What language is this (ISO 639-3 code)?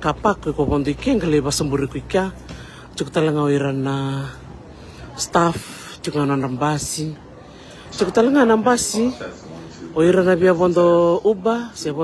fij